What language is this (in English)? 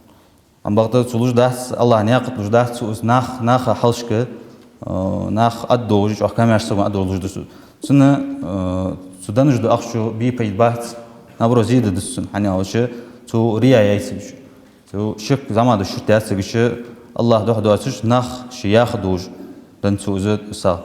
Ingush